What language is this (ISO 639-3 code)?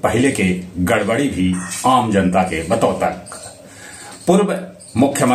mag